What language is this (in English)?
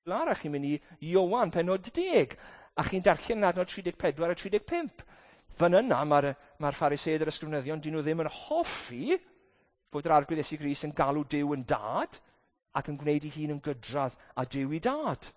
Welsh